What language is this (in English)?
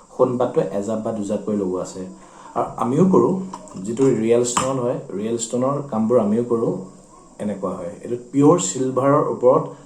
Assamese